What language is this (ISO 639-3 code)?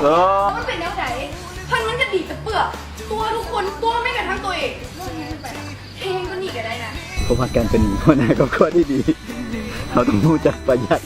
lao